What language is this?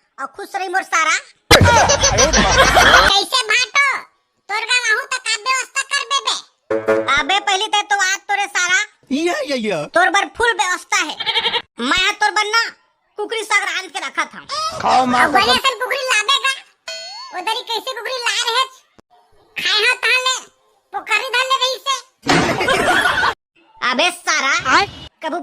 Chhattisgarhi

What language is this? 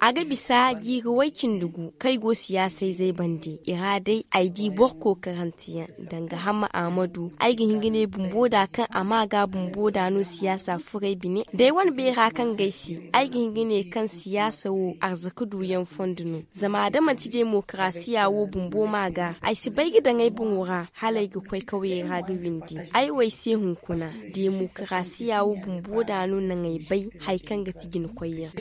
Zarma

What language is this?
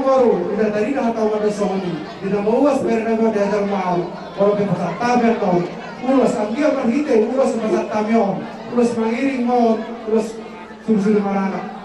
Batak Toba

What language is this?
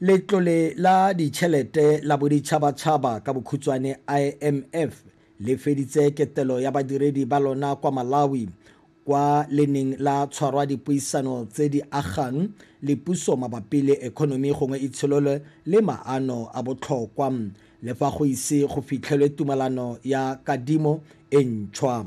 Tswana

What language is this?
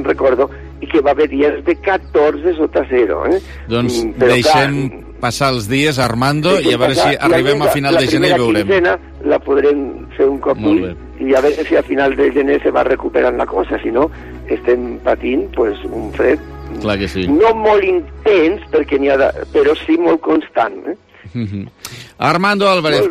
Catalan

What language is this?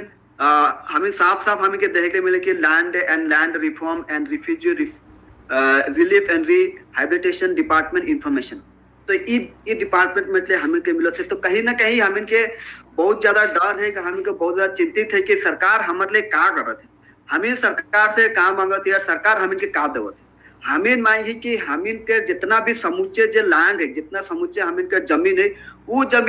Sadri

